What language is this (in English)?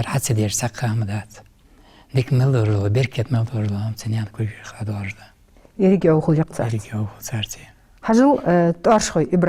Ingush